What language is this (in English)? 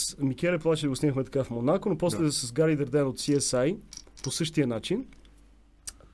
Bulgarian